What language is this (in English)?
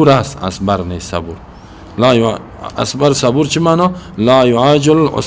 Persian